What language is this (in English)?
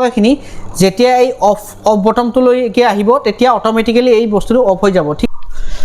Assamese